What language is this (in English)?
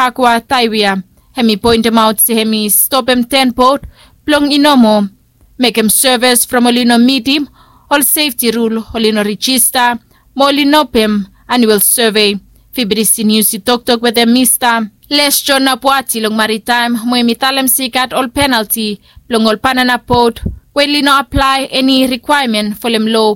Bislama